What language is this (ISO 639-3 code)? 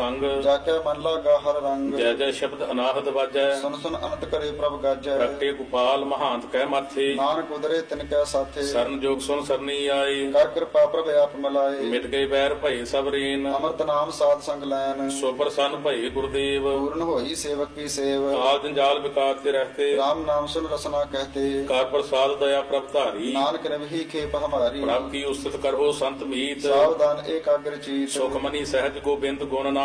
pan